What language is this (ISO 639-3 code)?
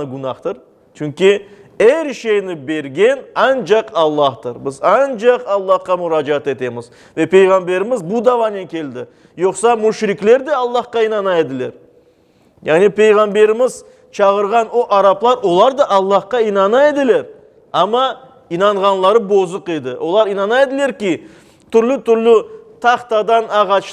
crh